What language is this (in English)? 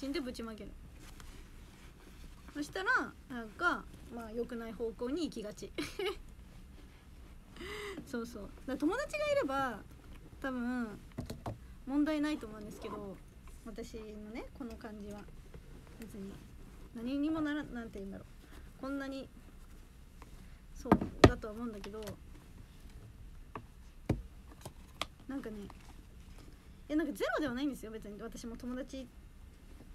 Japanese